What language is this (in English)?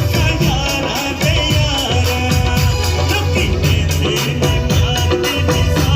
Pahari-Potwari